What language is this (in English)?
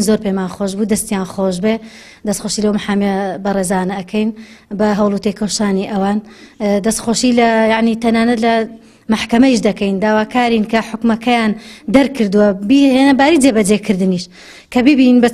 Central Kurdish